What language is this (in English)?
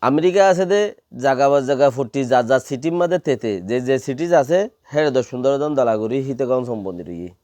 Rohingya